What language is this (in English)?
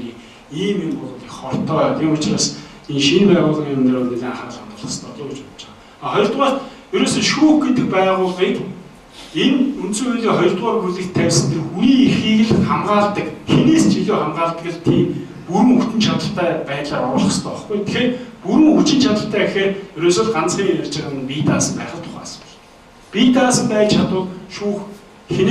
Mongolian